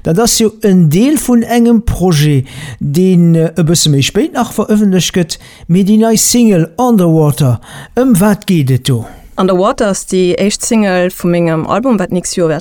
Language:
Luxembourgish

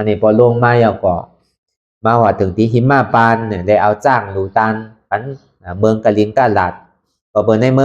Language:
Shan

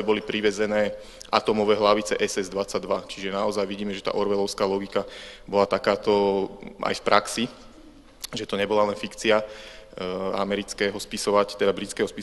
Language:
Slovak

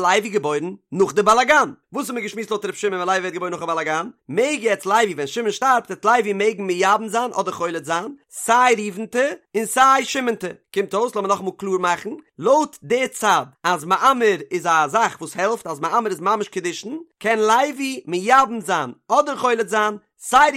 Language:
Yiddish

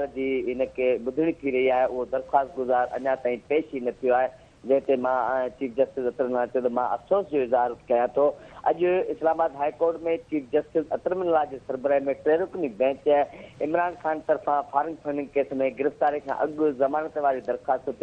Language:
Sindhi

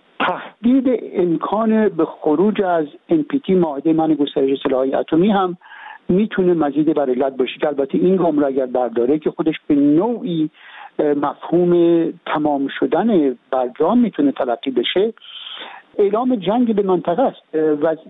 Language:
Persian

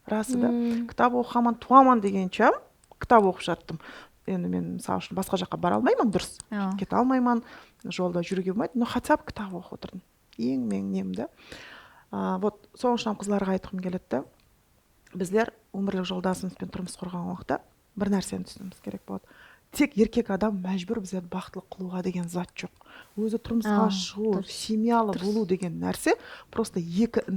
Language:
Kara-Kalpak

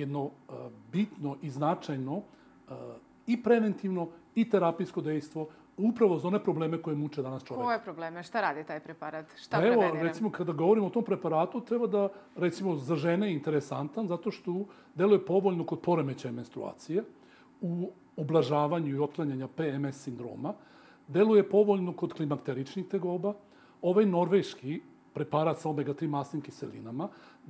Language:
Serbian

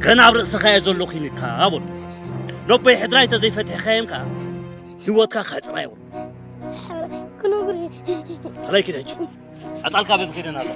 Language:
Tigrinya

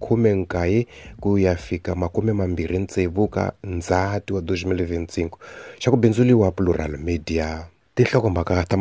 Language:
Tsonga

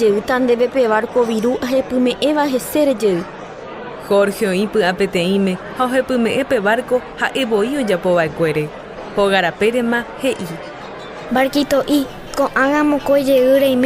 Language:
Guarani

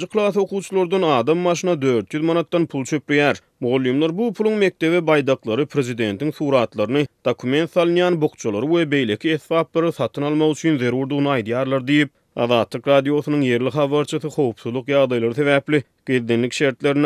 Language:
Turkmen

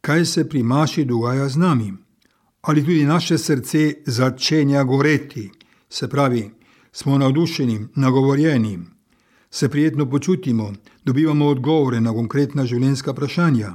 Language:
Slovenian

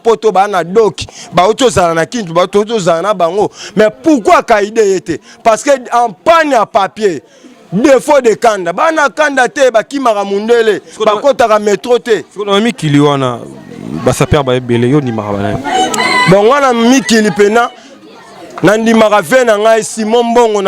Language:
Lingala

